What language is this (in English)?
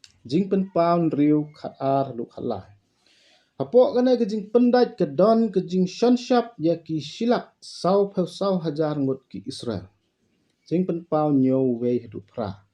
Khasi